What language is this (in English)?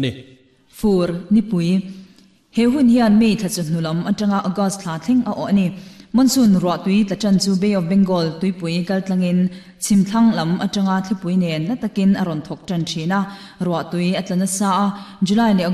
Mizo